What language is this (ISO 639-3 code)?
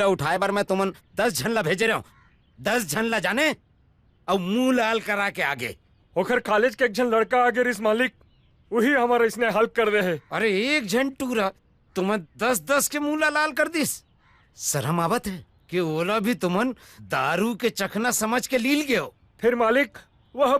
hne